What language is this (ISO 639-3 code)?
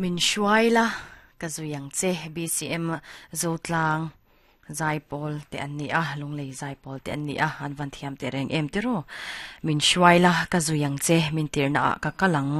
lus